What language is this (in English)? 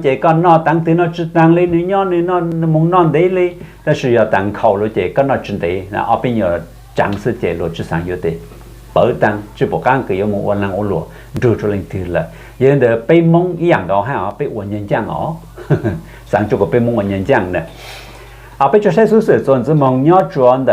Hmong